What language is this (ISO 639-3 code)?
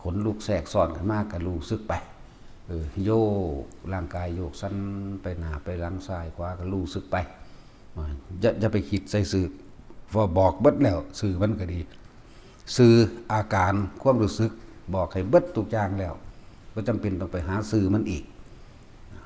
tts